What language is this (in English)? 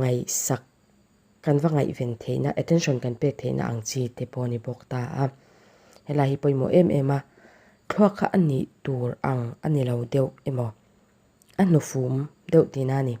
Mizo